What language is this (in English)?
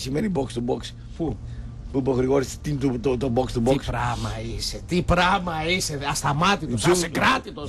Greek